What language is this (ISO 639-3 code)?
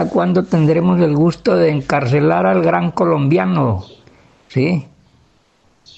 spa